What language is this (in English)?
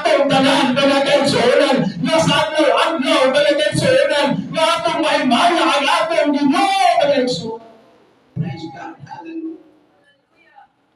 Cebuano